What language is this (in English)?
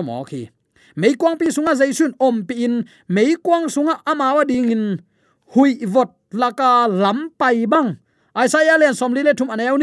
Tedim Chin